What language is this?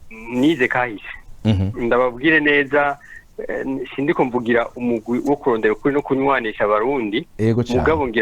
Rundi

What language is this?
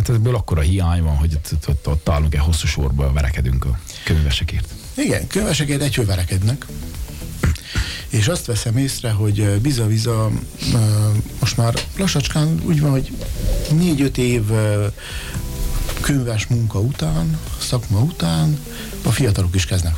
Hungarian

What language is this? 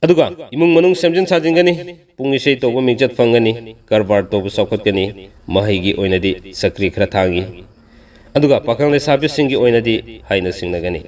Manipuri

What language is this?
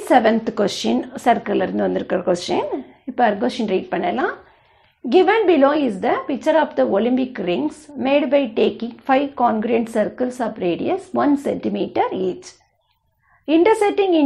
Tamil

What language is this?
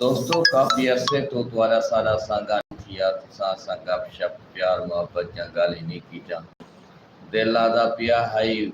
Saraiki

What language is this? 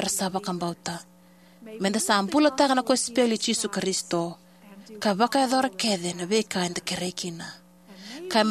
Fijian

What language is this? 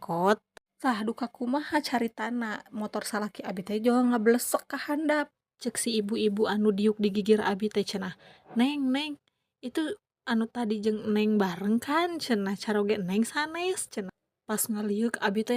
Sundanese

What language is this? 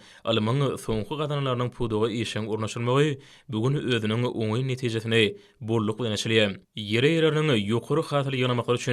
Turkmen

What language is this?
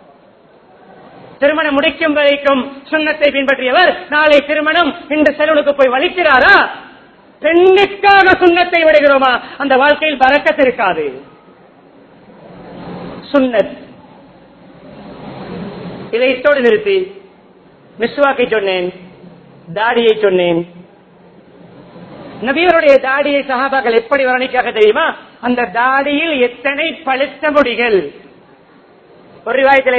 Tamil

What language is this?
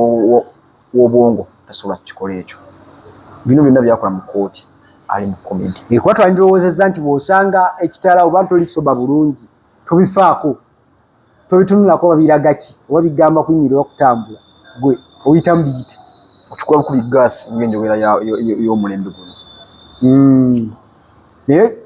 Ganda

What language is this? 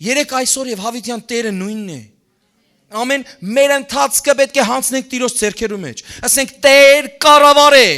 Western Armenian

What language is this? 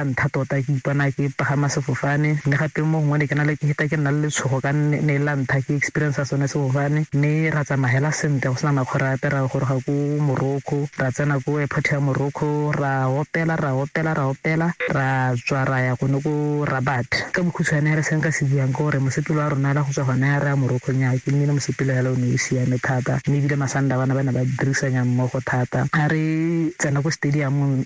Tswana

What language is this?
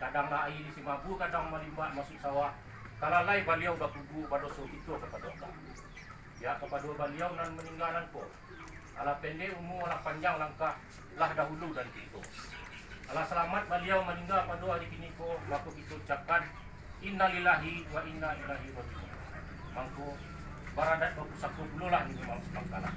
Minangkabau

